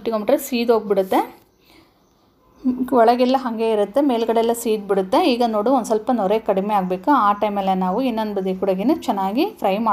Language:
Kannada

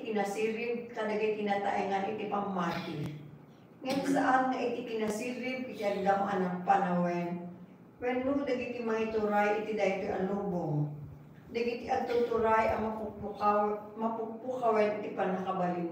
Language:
Iloko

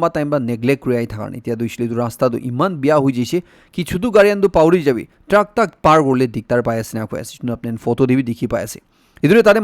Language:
Naga Pidgin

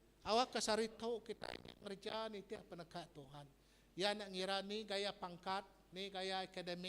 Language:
Iban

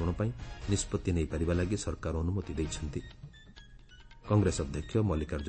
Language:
Odia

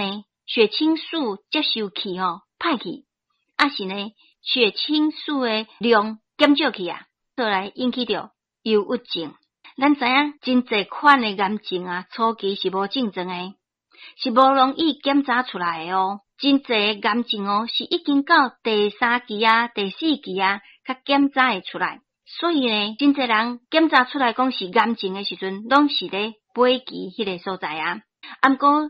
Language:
Min Nan Chinese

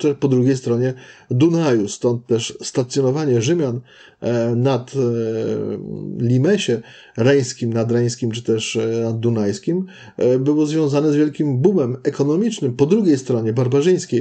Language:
Polish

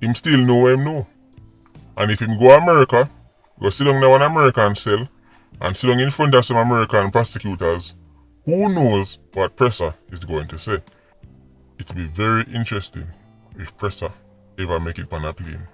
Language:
Jamaican Creole English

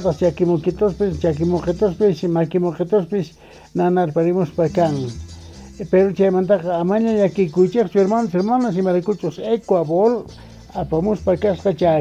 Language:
Quechua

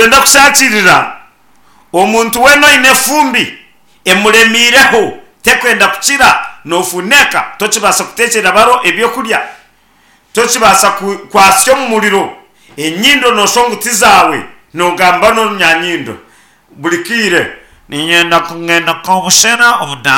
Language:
Nyankole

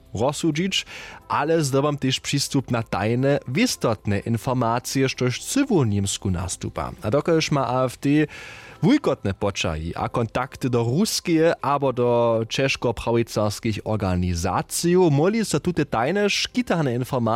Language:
Upper Sorbian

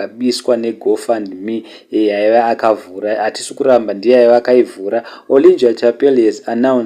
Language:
Shona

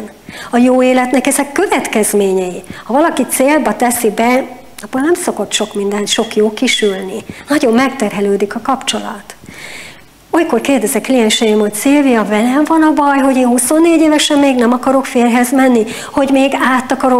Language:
Hungarian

